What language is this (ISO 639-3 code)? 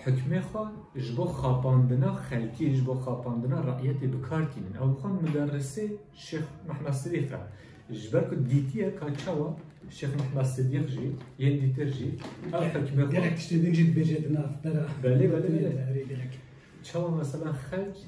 kur